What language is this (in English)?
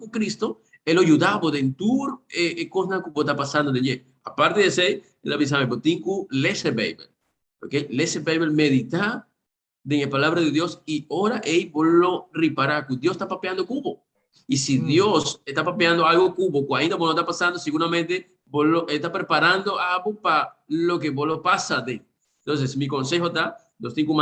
Papiamento